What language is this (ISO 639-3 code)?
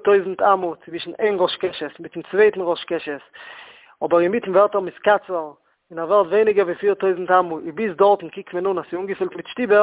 yid